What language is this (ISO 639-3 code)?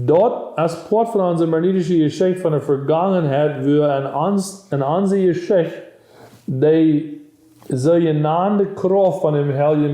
pdt